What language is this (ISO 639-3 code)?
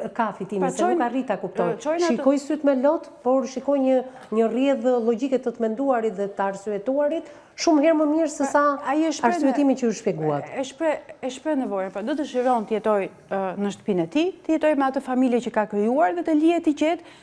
sqi